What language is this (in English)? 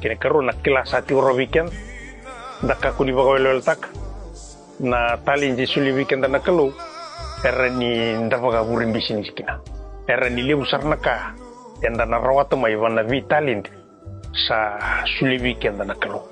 Fijian